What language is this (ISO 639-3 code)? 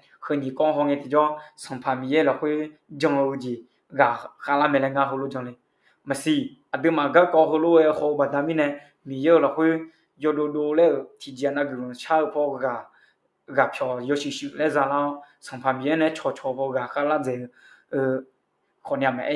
ahk